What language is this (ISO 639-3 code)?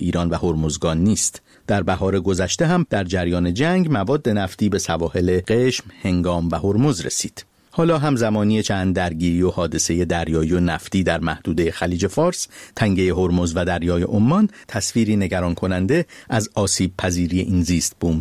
fas